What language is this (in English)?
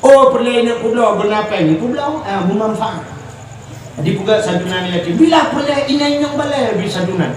Achinese